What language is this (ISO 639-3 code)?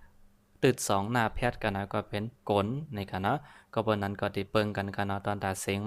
shn